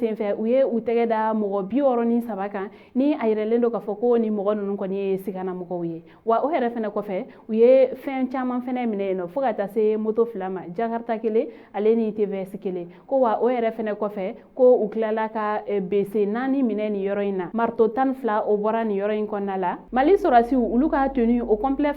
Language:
Bambara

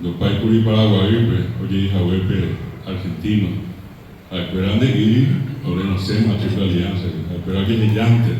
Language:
Guarani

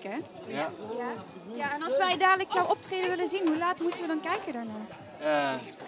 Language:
Dutch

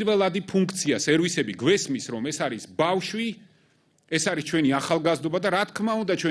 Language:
Georgian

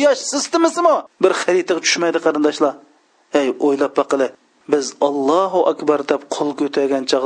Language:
Uyghur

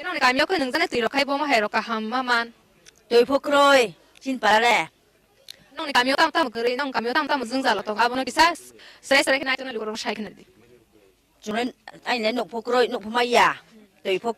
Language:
Kok Borok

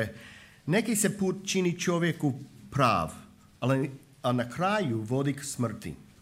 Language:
Croatian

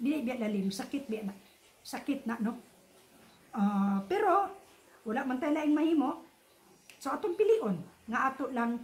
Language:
Cebuano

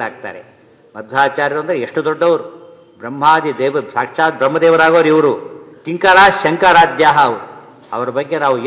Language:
Kannada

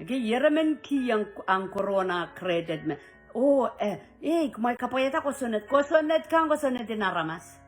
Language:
Pohnpeian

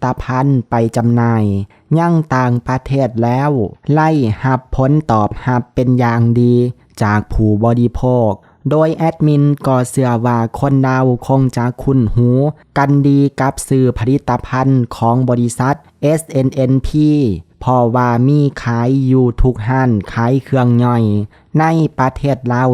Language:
Lao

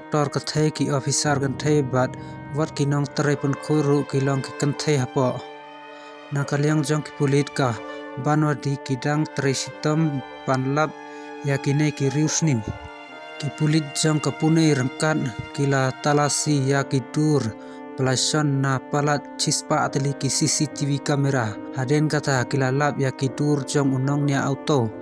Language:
Khasi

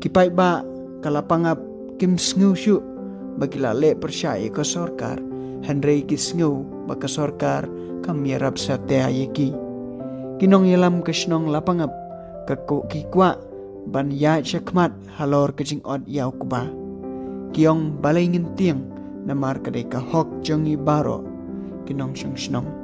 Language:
Khasi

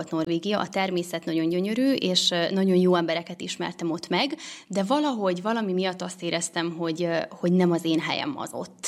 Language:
Hungarian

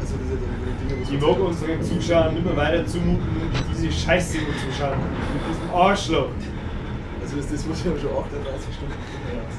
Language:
Bavarian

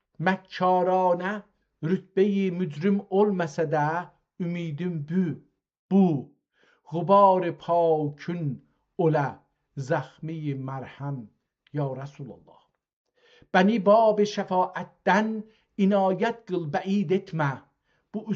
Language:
South Azerbaijani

